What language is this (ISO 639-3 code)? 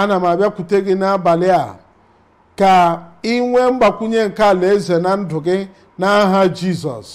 ibo